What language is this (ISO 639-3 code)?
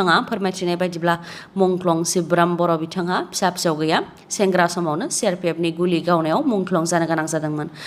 brx